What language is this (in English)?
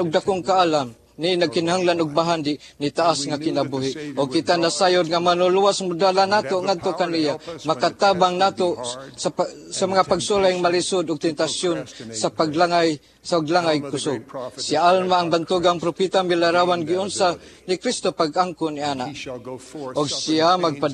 Cebuano